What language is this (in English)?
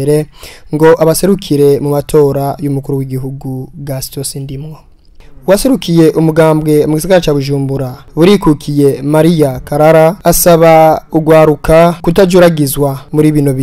Rundi